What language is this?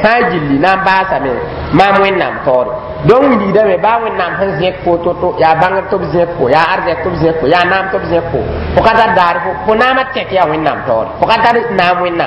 Mossi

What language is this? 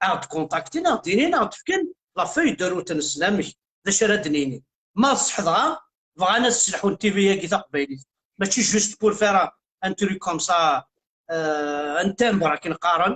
Kabyle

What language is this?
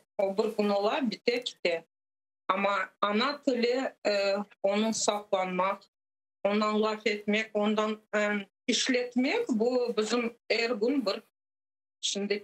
Crimean Tatar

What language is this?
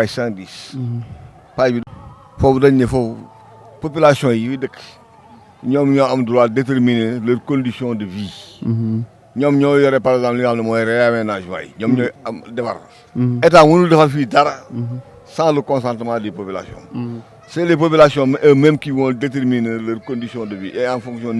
Wolof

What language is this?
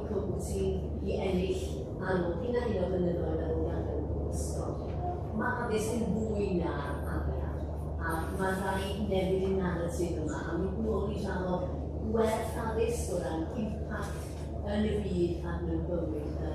Welsh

